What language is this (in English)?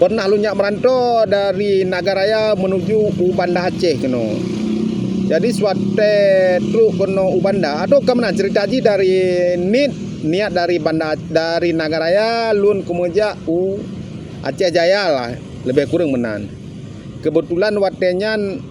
Achinese